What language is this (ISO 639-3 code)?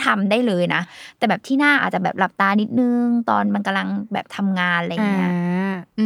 tha